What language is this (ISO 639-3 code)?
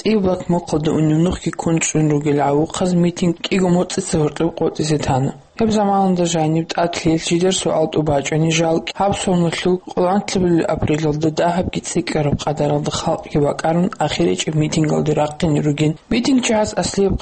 ava